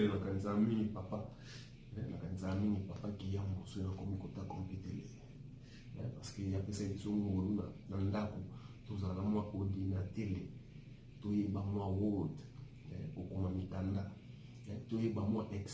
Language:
Lingala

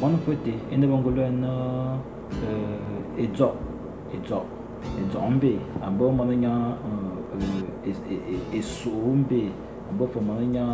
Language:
Fang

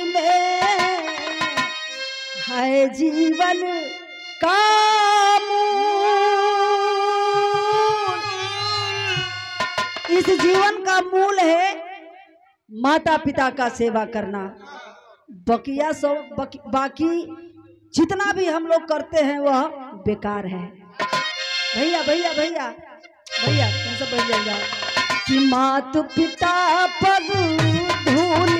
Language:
Bhojpuri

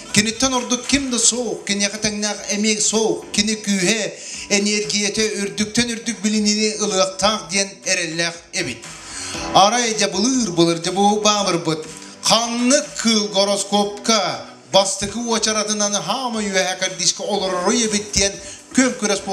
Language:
Yakut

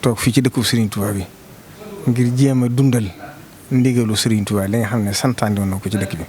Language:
Wolof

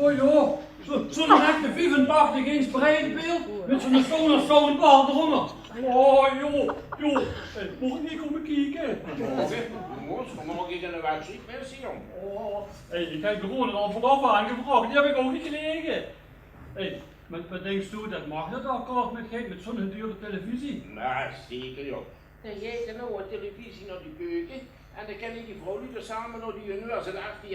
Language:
Limburgish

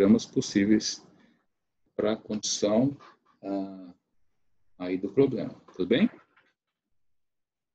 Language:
Portuguese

